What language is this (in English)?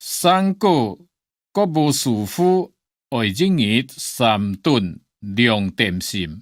Hakka Chinese